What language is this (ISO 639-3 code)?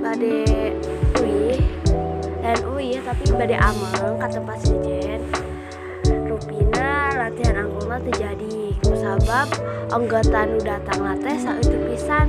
sun